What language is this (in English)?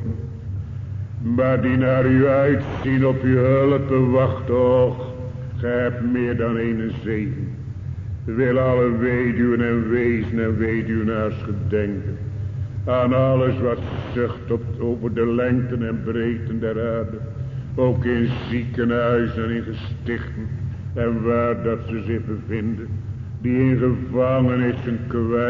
Dutch